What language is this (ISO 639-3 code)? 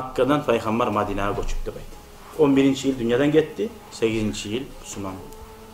kum